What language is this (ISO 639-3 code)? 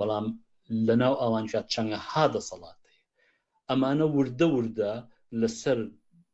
ckb